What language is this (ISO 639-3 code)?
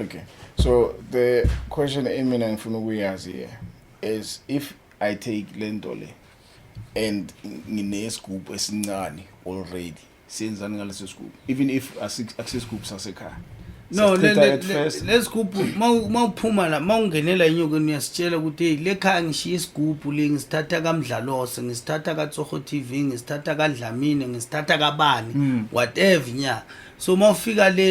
zul